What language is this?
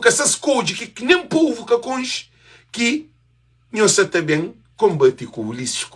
Kabuverdianu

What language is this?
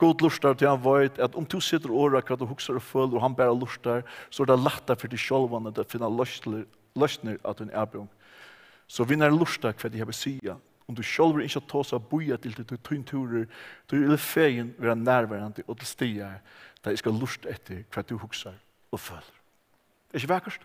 Faroese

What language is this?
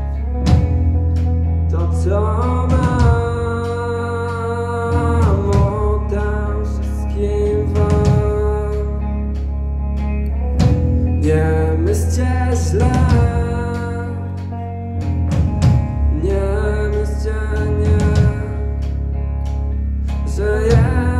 Polish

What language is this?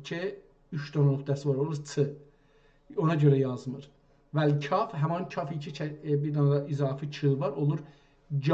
South Azerbaijani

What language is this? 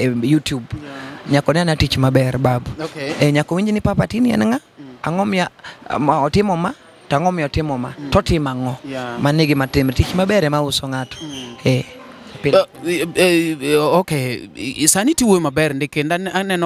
Luo (Kenya and Tanzania)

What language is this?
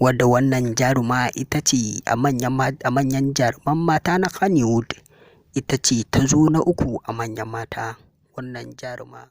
Hausa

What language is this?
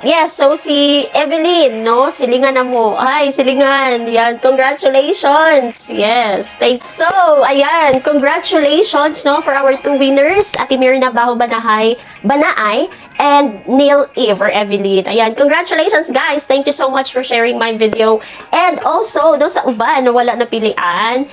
Cebuano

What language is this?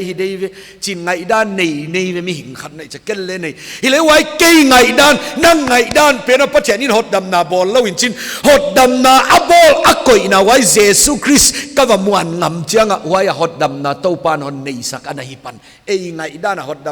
Paite Chin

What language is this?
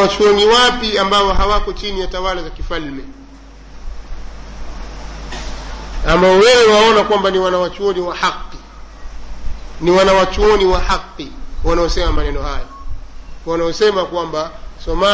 Swahili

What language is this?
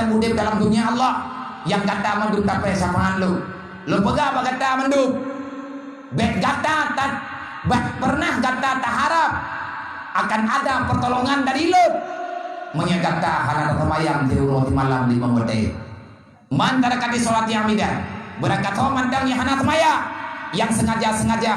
Achinese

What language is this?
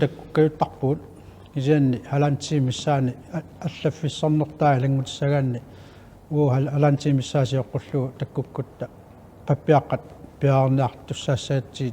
Kalaallisut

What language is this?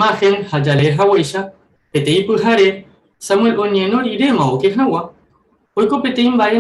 Guarani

